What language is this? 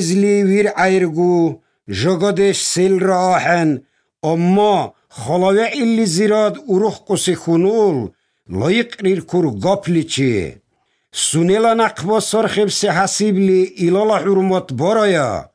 Slovenian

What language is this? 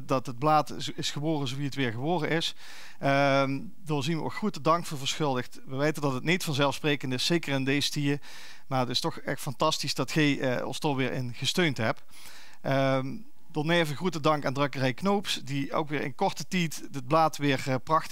Limburgish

